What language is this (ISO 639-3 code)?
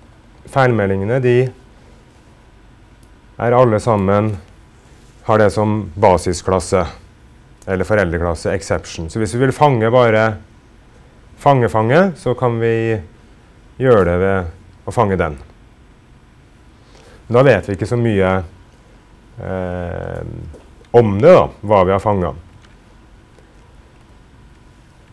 nor